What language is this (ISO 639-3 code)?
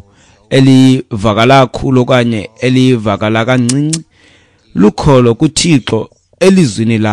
xho